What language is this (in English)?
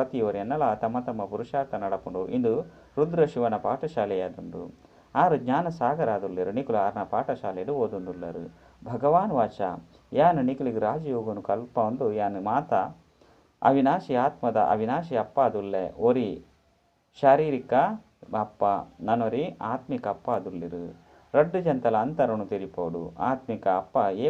Tulu